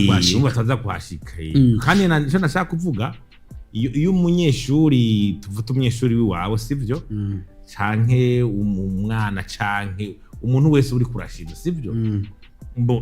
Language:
Rundi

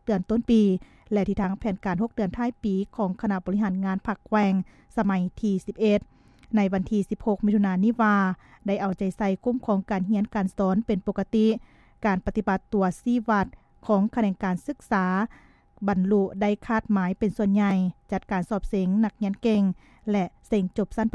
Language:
Lao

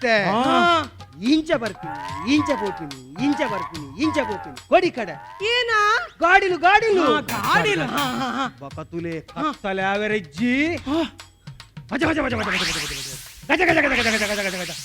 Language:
Tulu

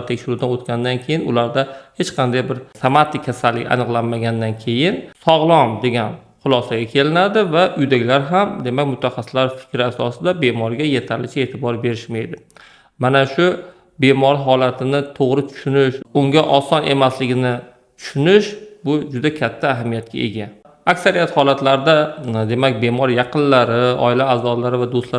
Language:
Uzbek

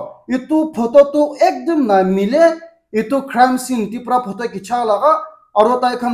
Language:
Naga Pidgin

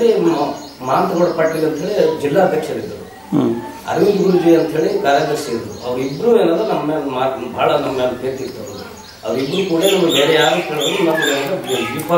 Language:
Kannada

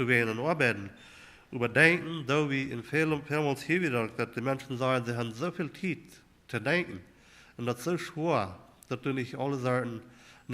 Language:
Plautdietsch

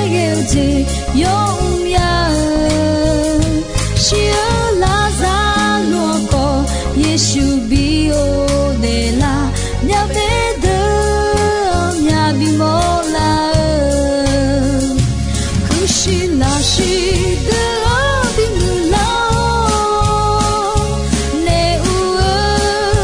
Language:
Akha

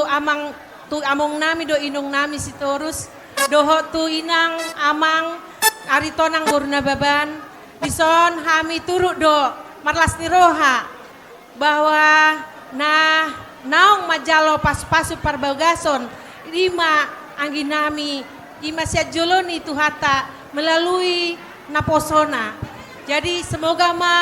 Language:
Batak Toba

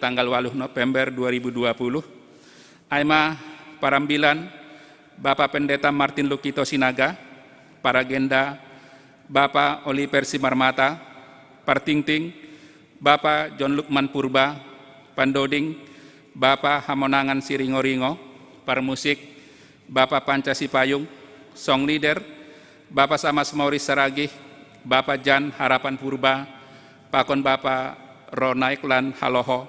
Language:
Batak Simalungun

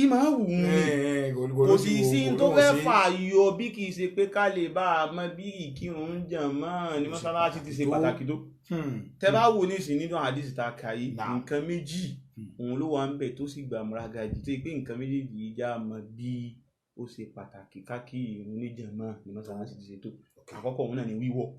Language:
Yoruba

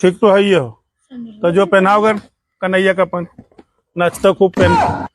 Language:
Magahi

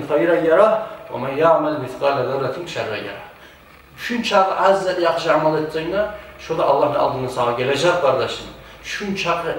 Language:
Kumyk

